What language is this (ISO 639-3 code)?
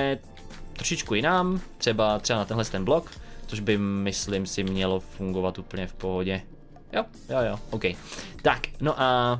ces